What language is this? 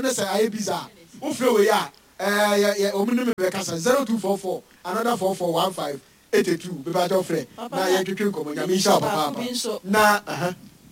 Akan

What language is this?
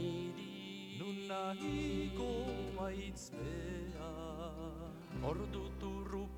Basque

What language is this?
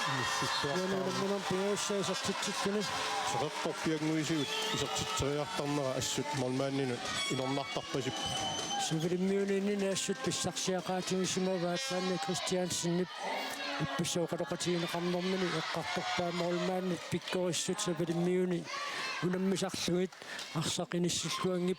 Kalaallisut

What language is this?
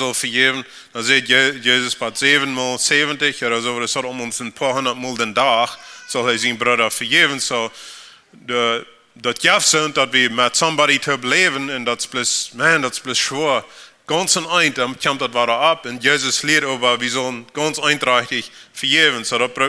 Plautdietsch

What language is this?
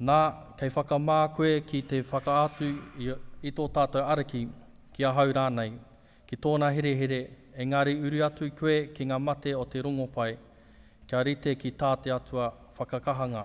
Māori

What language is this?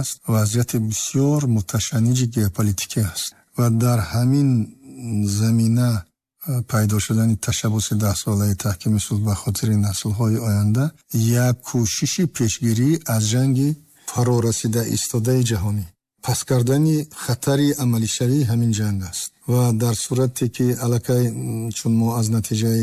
Tajik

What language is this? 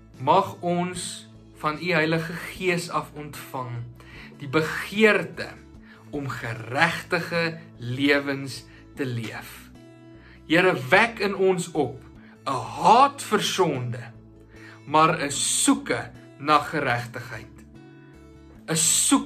Afrikaans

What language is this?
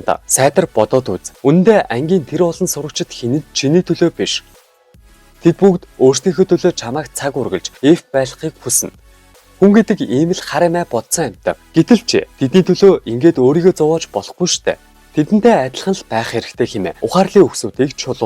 Mongolian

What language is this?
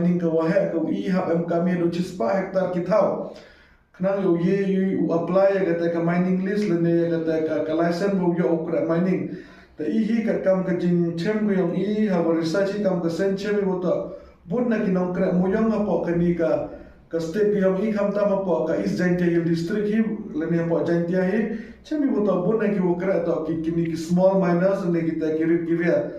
Khasi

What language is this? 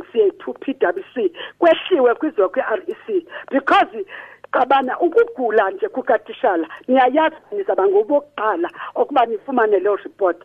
Xhosa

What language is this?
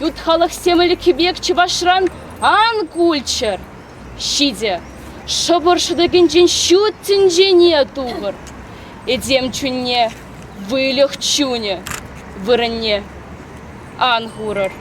Chuvash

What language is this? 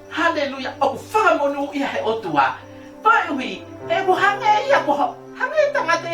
Tongan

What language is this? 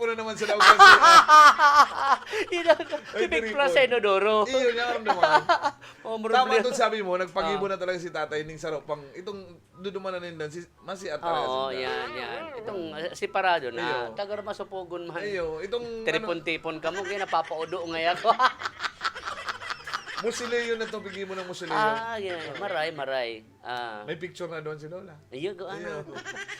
Bikol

